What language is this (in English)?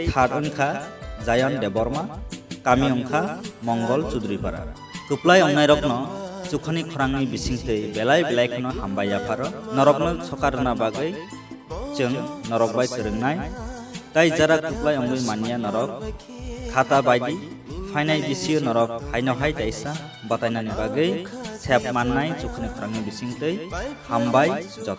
Kok Borok